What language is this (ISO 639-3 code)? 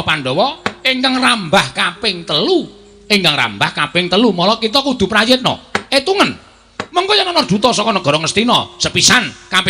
jav